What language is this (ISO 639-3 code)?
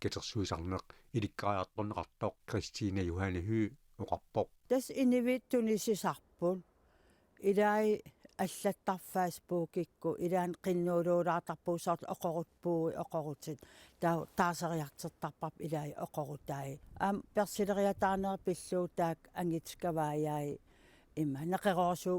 kal